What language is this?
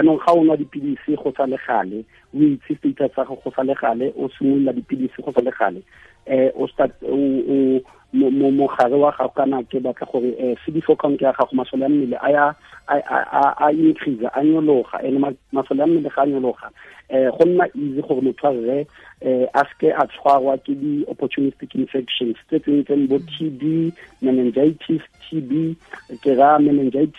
Tswana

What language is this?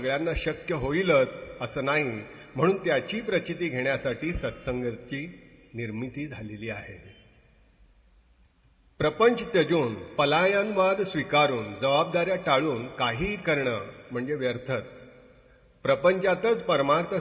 Marathi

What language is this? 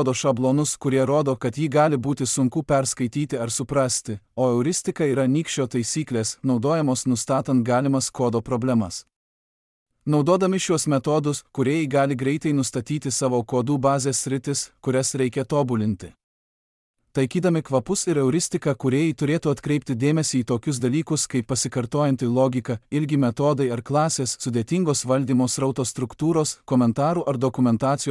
Lithuanian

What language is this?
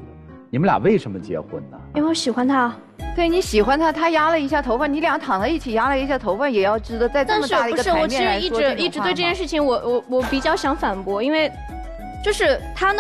Chinese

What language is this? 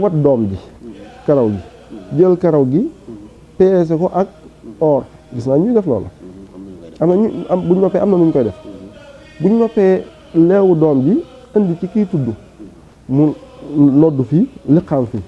Wolof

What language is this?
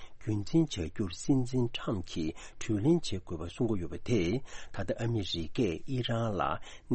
Tibetan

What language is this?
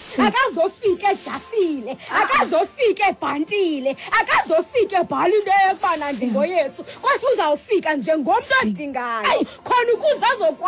Xhosa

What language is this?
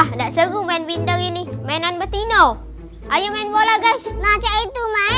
Musi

